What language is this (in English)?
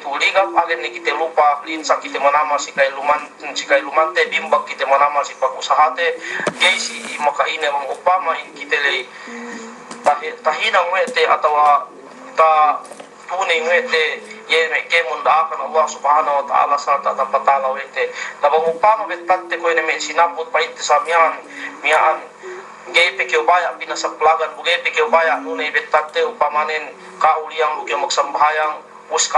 Yakan